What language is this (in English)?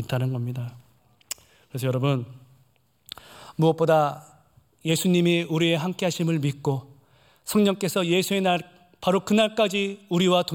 Korean